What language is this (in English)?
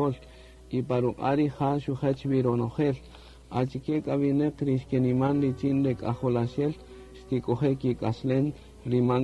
Kaqchikel